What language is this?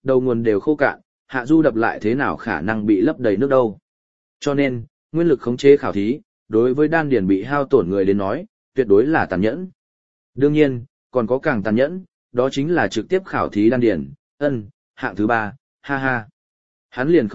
Vietnamese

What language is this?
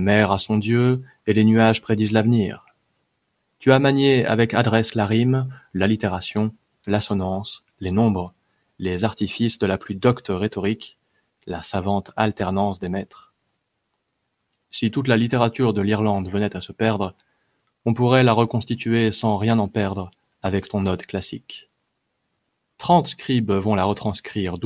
French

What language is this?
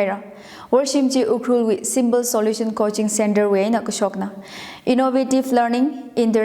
Tangkhul Naga (India)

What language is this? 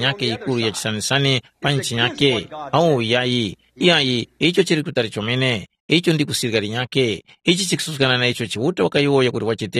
Tumbuka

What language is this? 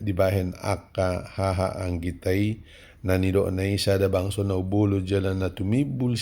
Batak Toba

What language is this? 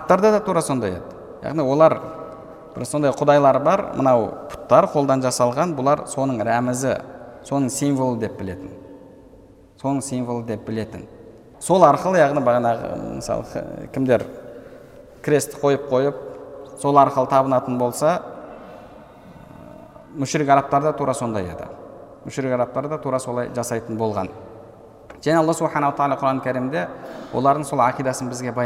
Kazakh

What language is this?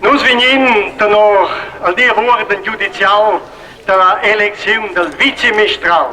Romansh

